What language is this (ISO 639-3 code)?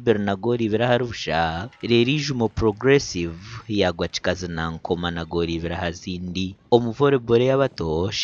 nyn